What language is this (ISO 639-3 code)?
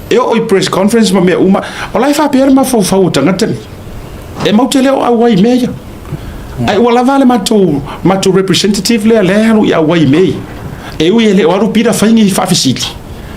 smo